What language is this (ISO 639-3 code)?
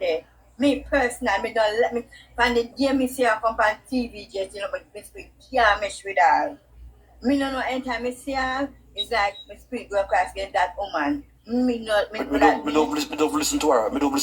jam